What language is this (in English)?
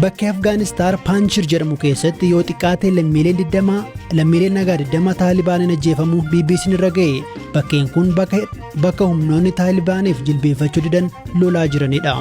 Oromo